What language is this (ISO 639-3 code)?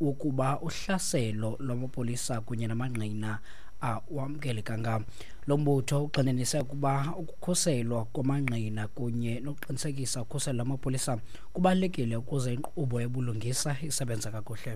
xho